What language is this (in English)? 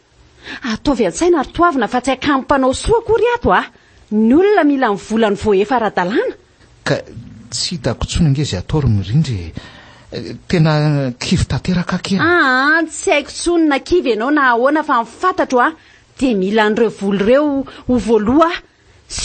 Malagasy